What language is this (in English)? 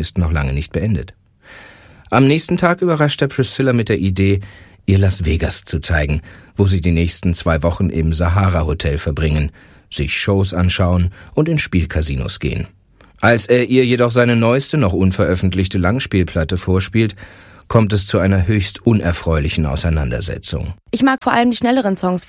German